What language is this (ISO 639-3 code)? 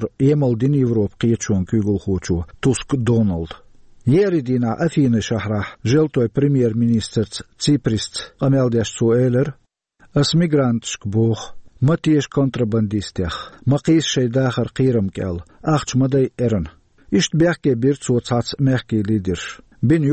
che